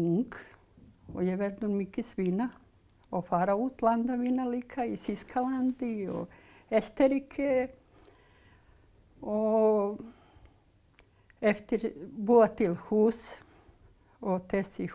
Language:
Icelandic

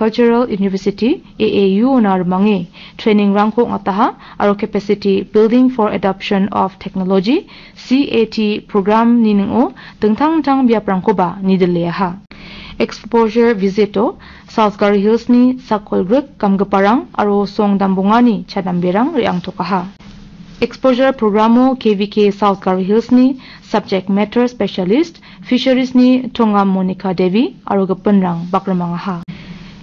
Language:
Garo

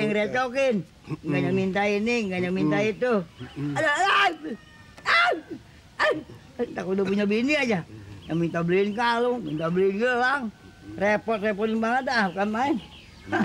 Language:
Betawi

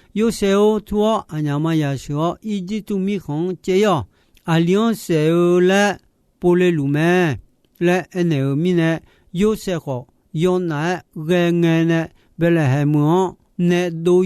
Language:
Akha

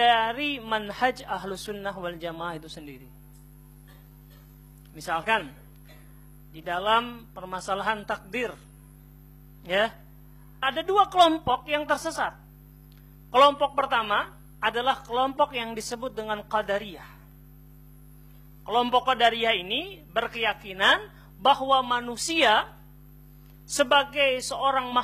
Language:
Indonesian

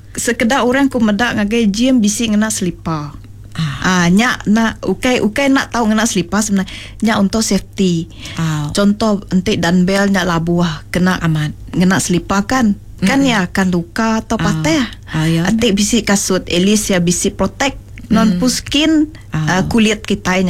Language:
Iban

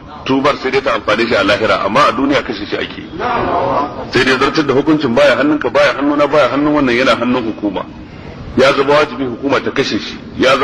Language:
Hausa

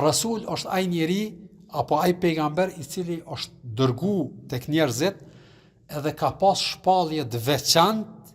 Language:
Albanian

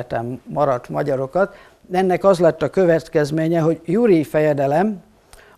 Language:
Hungarian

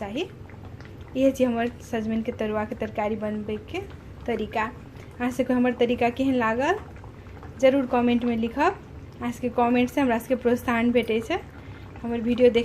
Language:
Maithili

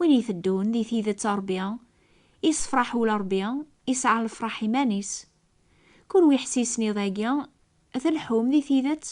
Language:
Kabyle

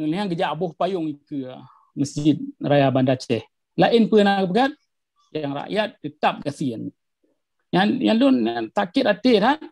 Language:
Achinese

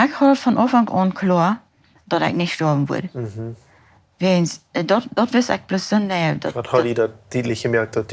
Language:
Plautdietsch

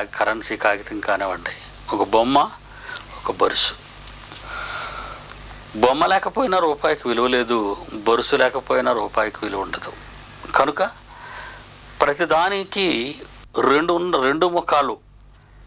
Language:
Telugu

